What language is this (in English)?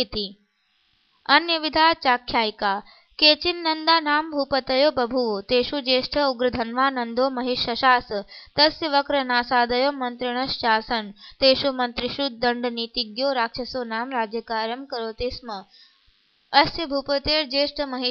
Sanskrit